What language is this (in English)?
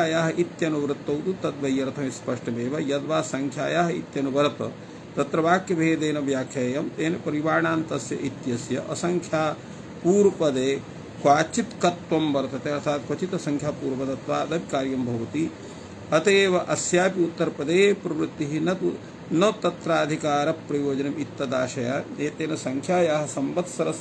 Sanskrit